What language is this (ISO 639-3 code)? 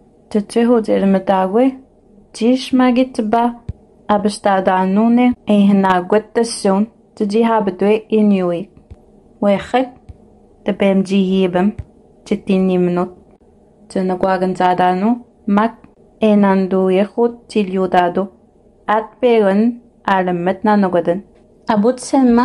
moe